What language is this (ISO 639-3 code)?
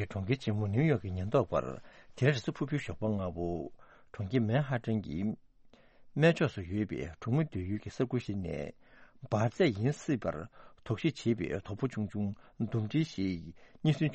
bod